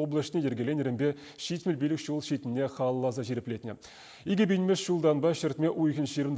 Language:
Chuvash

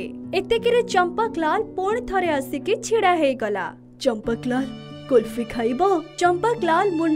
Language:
Odia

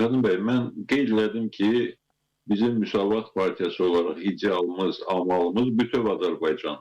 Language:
Azerbaijani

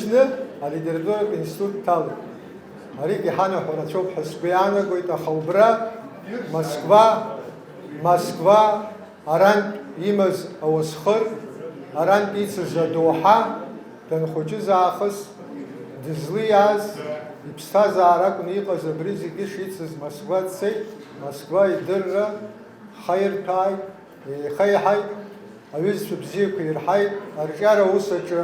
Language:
Abkhazian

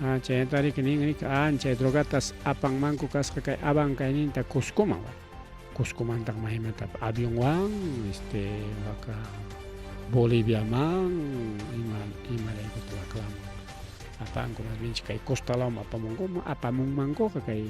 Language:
Ayacucho Quechua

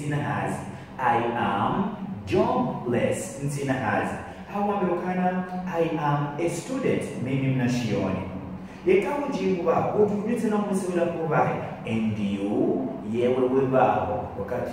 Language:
Ngazidja Comorian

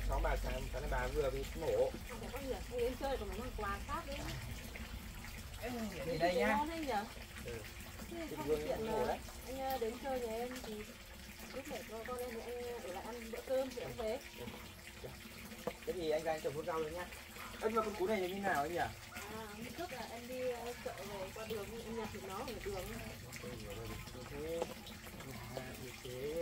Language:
Vietnamese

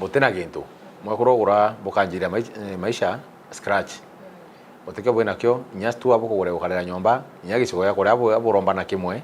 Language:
Meru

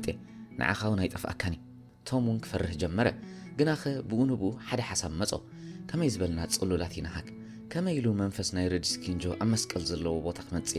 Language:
Tigrinya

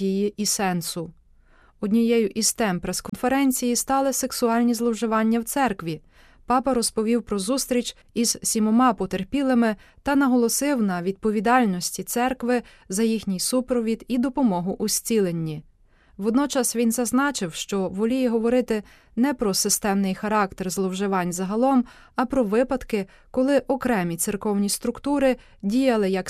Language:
Ukrainian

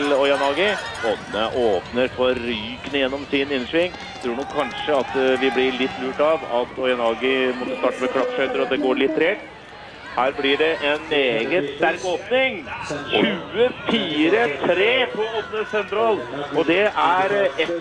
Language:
Norwegian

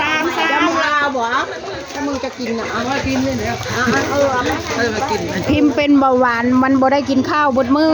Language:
Northeastern Thai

